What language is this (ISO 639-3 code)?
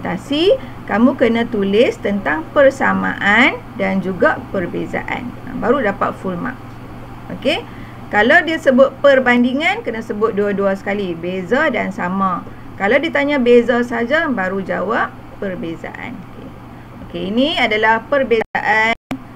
msa